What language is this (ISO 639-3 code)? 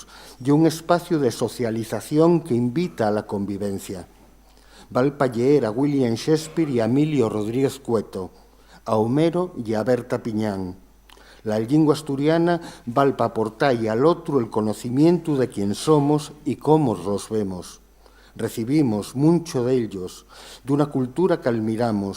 ast